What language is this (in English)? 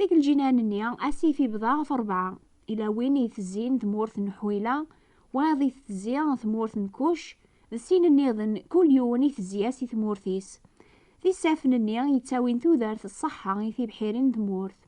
Kabyle